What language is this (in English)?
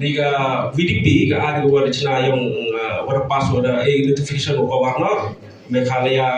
Khasi